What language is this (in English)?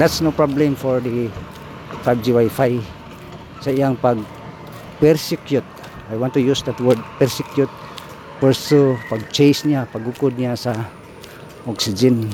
Cebuano